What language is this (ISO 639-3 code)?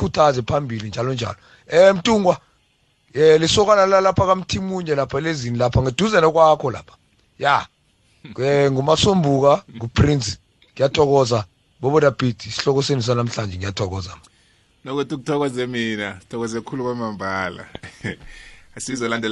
nbl